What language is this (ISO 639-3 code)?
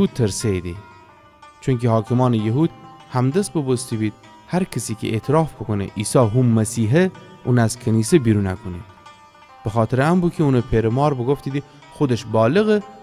glk